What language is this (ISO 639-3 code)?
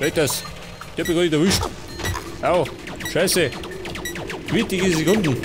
bar